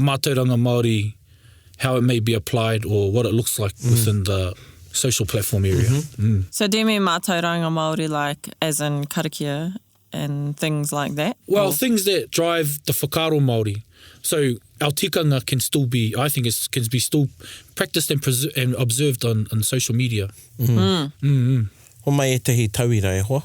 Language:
Māori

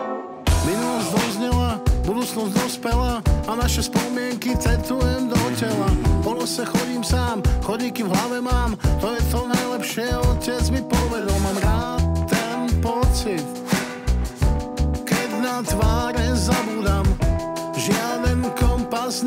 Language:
Slovak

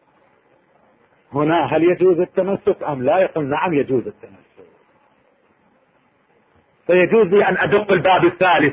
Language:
Arabic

